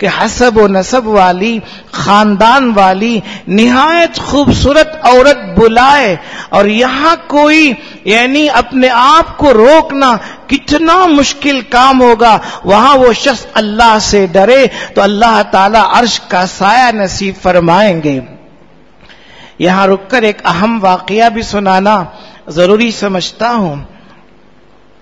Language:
Urdu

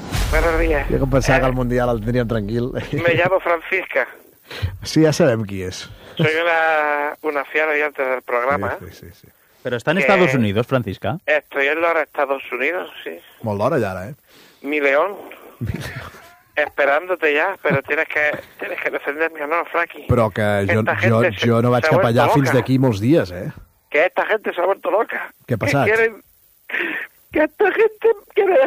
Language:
Catalan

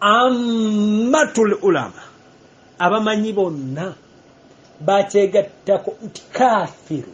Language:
Ganda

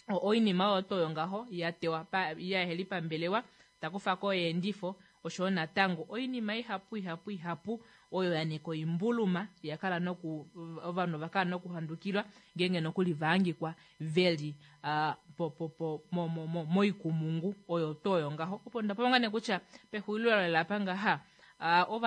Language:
Kuanyama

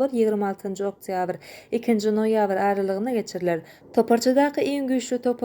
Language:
Turkmen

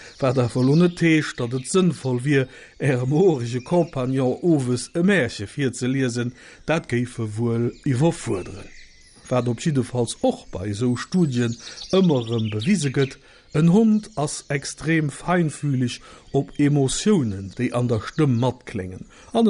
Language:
Luxembourgish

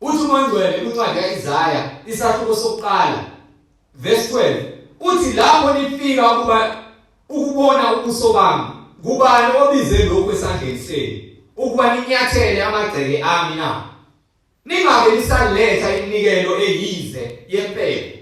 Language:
Zulu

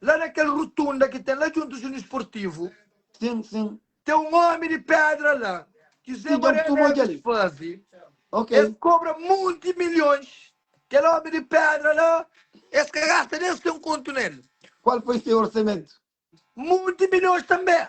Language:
Kabuverdianu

